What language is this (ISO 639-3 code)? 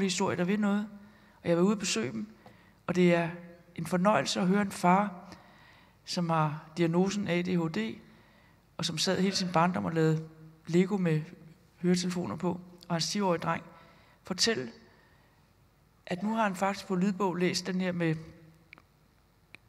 dan